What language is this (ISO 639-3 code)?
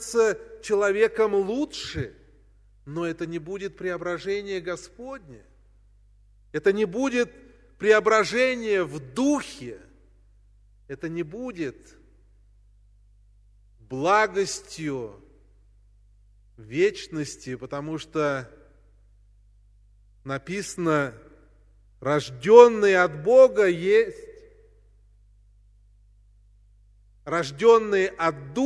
rus